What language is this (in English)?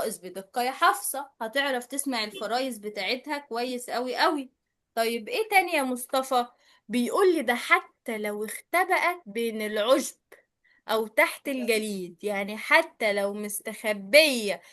Egyptian Arabic